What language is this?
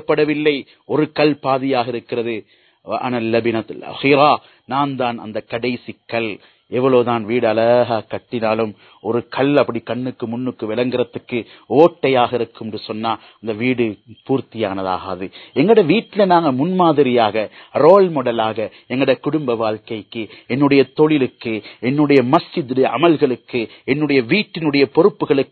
Tamil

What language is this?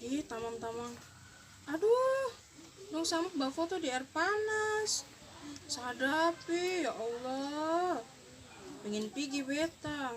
Ambonese Malay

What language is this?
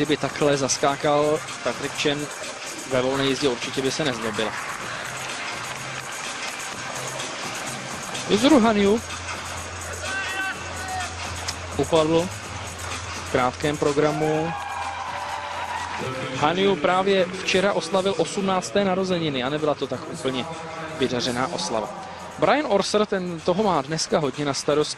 Czech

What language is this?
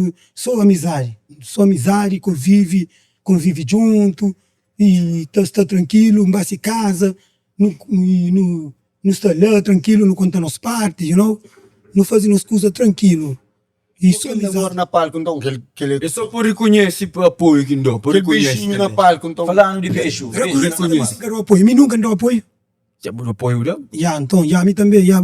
Kabuverdianu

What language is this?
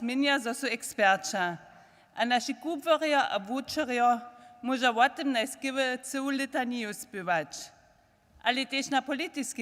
Upper Sorbian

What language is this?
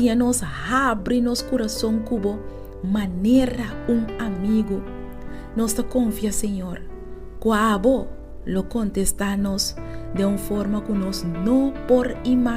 Papiamento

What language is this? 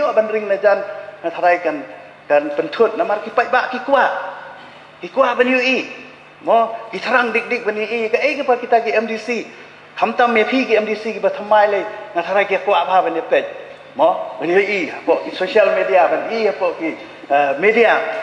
Khasi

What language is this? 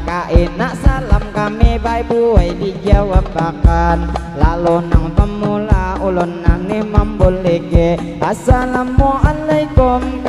Banjar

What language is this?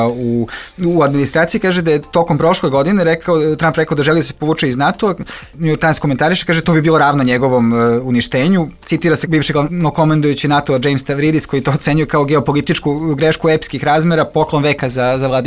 Serbian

